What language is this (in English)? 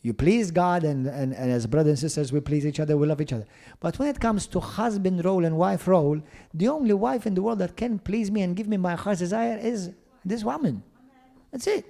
English